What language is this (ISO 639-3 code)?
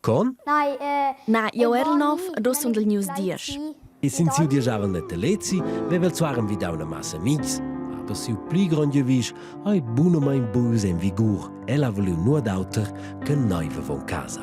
roh